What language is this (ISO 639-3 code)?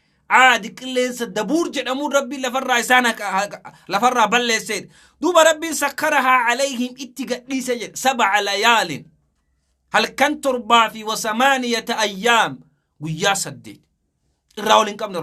orm